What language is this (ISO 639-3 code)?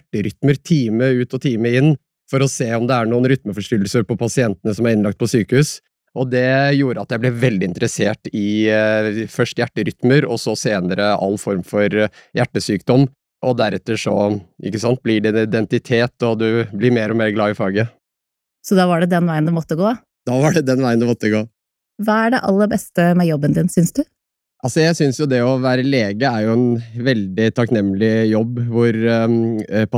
nor